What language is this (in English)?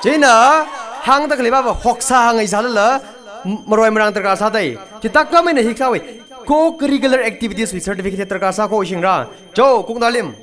Tangkhul Naga (India)